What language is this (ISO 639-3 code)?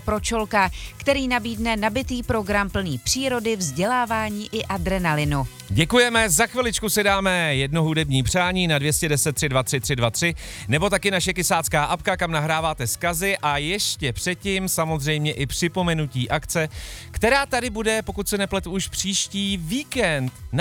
ces